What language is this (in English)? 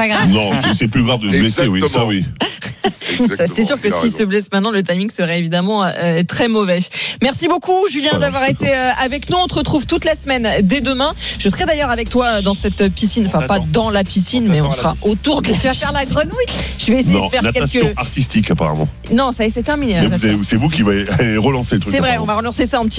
French